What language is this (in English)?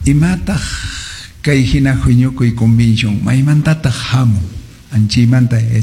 Quechua